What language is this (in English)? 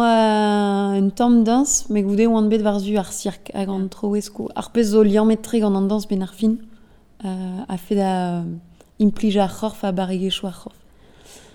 Breton